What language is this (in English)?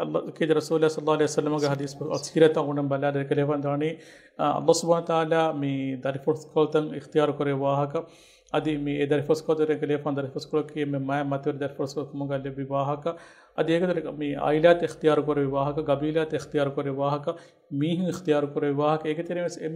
Divehi